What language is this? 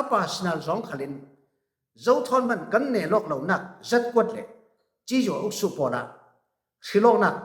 Falam Chin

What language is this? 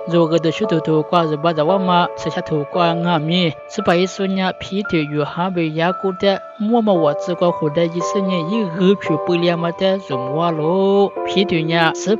Lisu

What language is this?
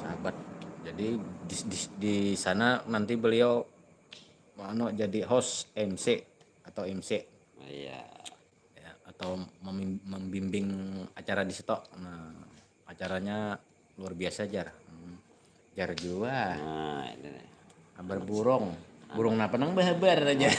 Banjar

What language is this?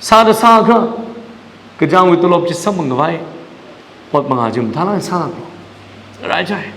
Tangkhul Naga (India)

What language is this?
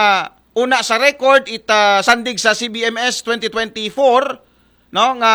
Aklanon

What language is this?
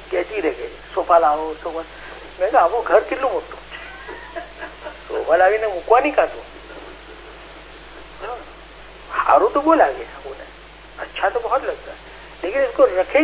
Urdu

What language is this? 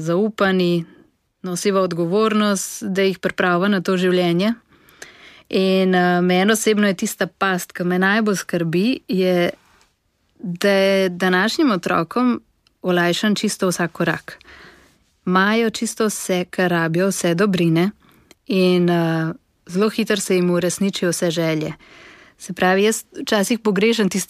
Slovenian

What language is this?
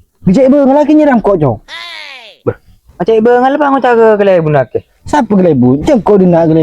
Madurese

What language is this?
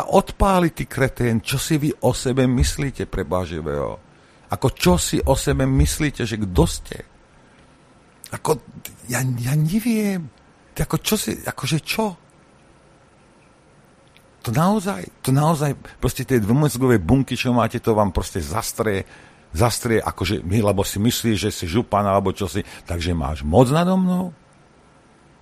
Slovak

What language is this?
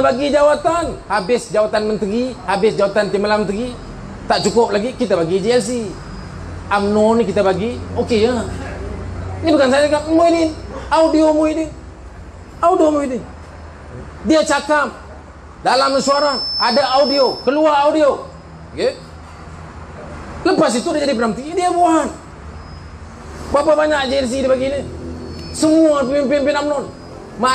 Malay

